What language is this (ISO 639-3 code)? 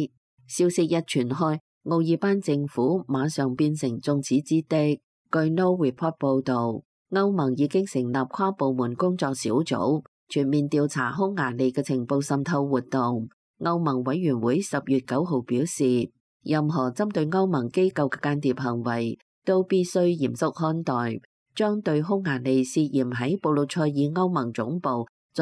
yue